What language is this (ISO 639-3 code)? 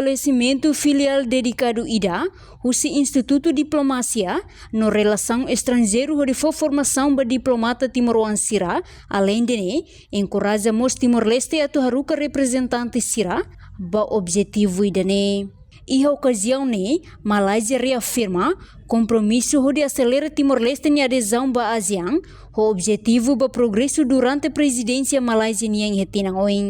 tet